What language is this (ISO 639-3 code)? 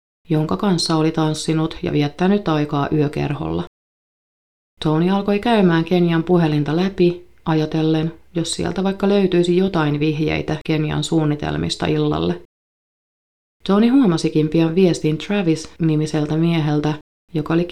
fin